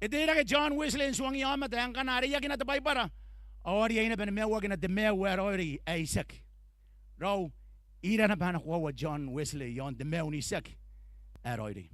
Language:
Gilbertese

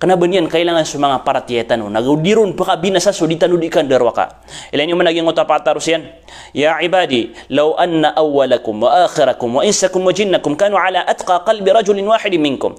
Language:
Maranao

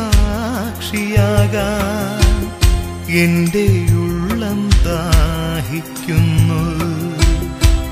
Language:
Malayalam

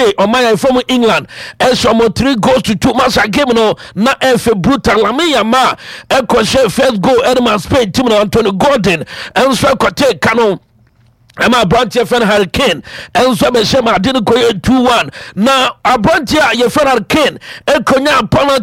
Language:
Akan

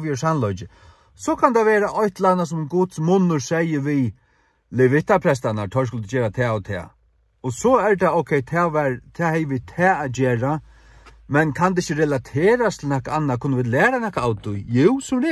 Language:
Faroese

